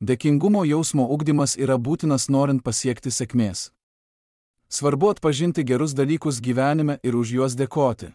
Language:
Lithuanian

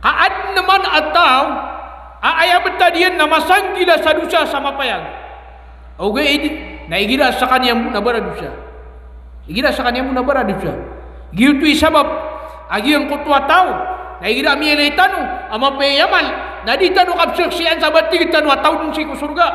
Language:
Maranao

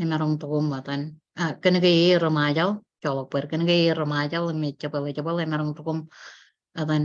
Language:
Marshallese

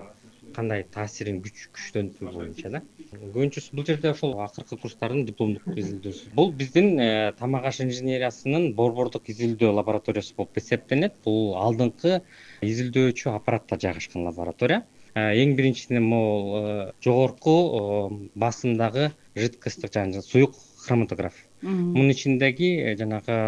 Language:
Kyrgyz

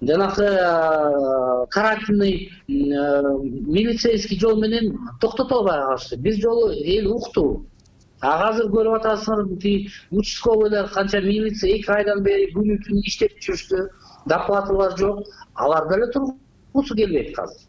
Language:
Kyrgyz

